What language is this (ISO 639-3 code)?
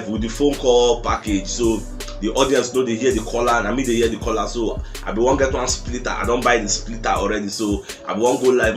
pcm